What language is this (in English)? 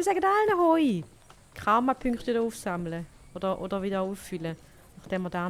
Swiss German